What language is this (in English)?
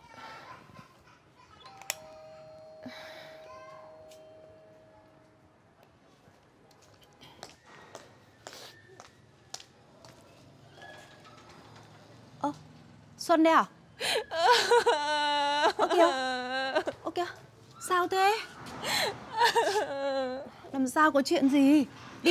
Vietnamese